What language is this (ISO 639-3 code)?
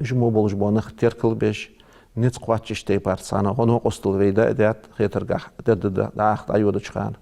inh